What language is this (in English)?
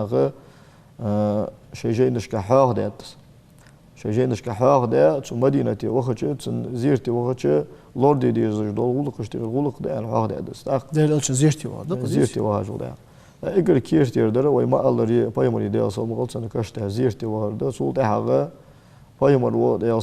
Ingush